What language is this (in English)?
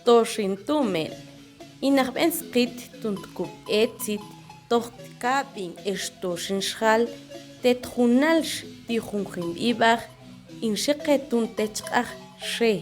Mam